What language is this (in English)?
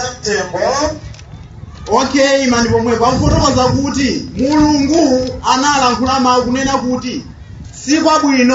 Nyanja